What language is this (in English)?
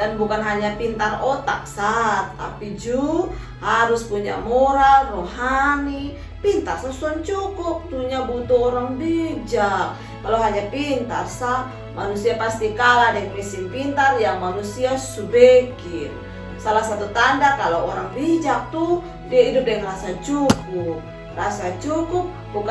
Kupang Malay